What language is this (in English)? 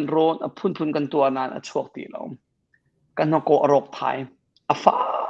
Hakha Chin